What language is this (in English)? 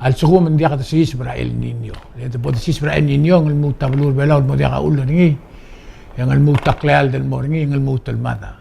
Palauan